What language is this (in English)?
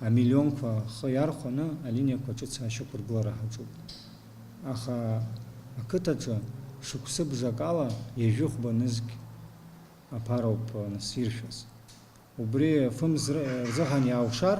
Abkhazian